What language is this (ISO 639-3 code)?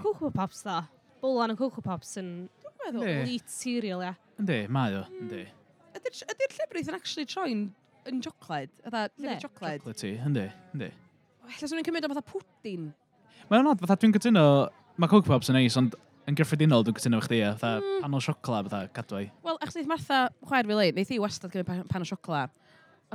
cym